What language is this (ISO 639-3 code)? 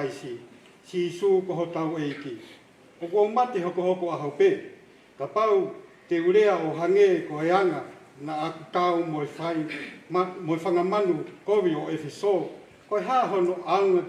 ton